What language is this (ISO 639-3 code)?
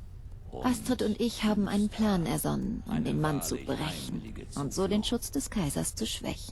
bar